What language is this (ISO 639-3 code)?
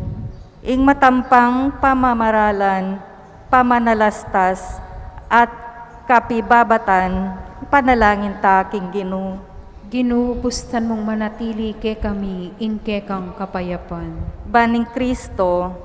pam